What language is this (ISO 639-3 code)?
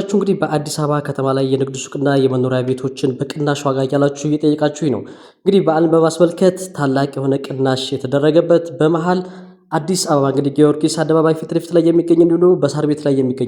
amh